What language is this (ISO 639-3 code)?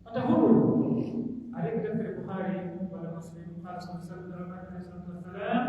fuf